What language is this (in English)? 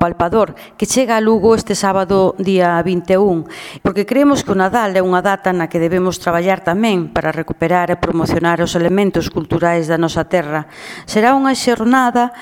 Galician